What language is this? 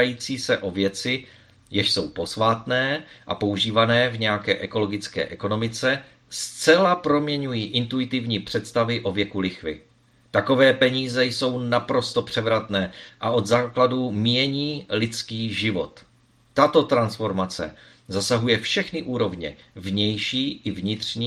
Czech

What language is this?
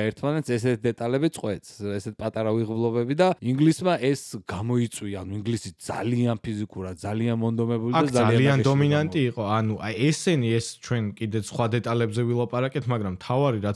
Georgian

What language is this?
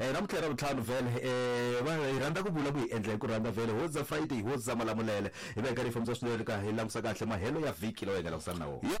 Tsonga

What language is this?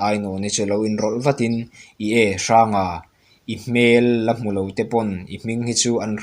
Mizo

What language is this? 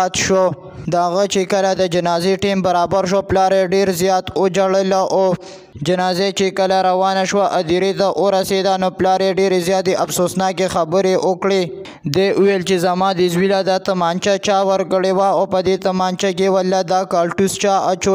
Pashto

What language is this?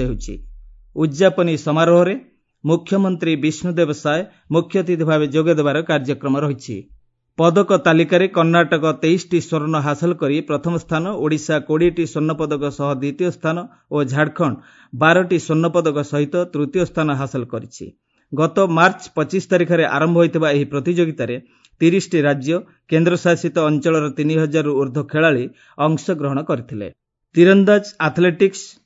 Odia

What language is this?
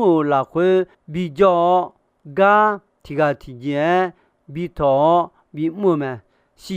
Akha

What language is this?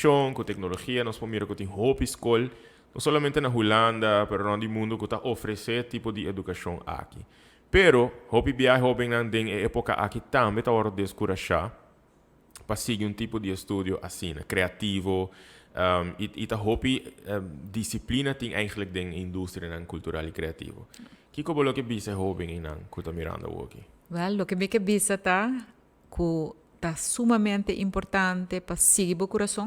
Papiamento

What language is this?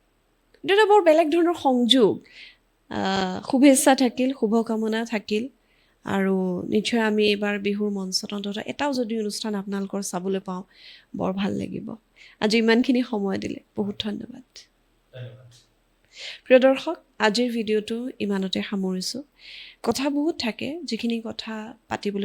Assamese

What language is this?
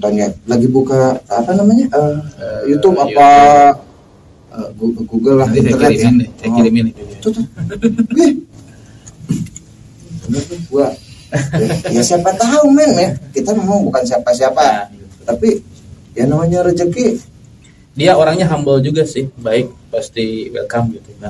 Indonesian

